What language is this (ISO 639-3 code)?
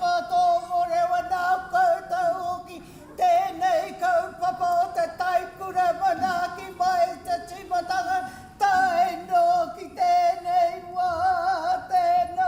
mri